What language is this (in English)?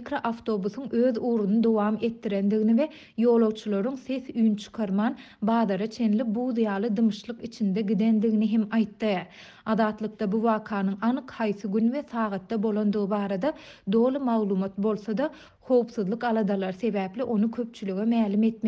Turkmen